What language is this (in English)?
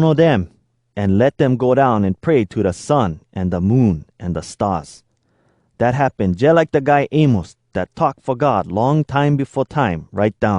Hawai'i Creole English